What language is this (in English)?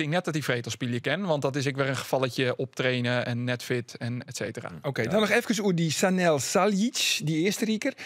Western Frisian